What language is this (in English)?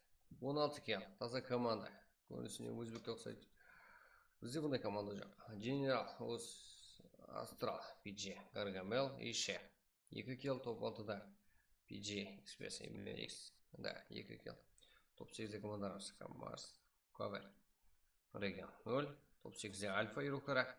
Kara-Kalpak